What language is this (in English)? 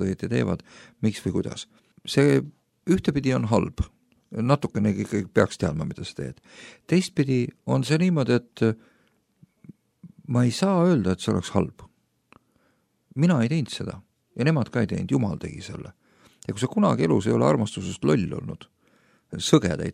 Estonian